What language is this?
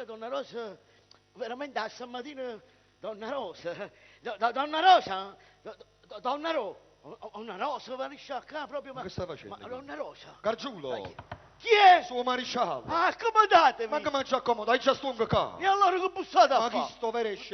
Neapolitan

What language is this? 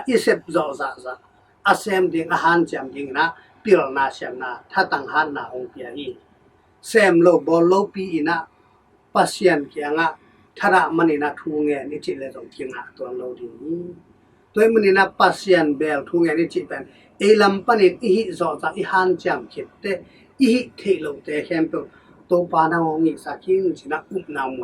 Tedim Chin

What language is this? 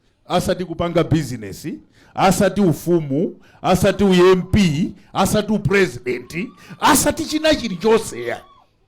Nyanja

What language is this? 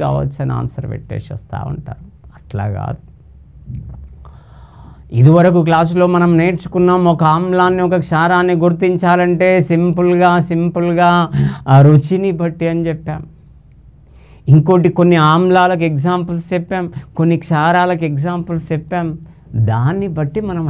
Telugu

